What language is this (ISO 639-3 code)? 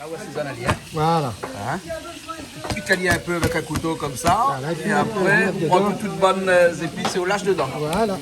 rcf